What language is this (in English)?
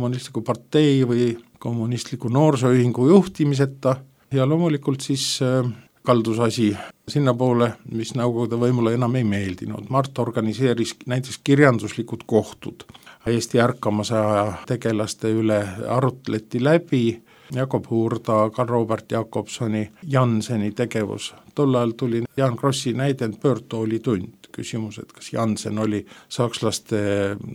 Estonian